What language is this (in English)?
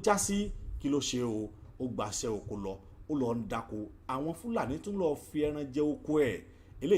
Yoruba